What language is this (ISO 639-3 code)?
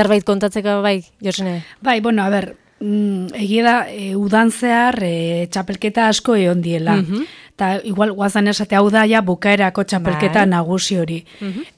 eus